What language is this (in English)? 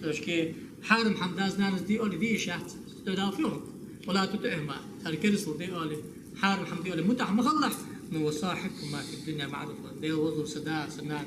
Ingush